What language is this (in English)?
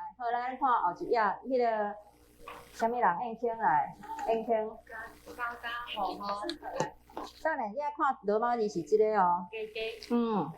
Min Nan Chinese